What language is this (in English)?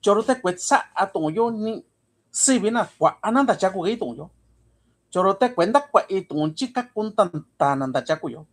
Mixtepec Mixtec